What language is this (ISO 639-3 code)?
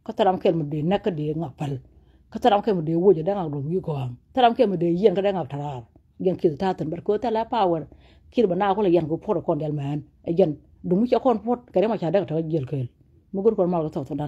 nus